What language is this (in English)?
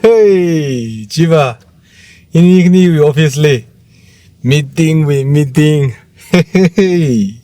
Tangkhul Naga (India)